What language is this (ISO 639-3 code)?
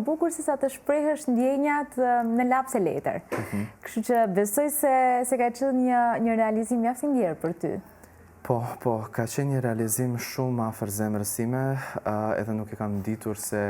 sqi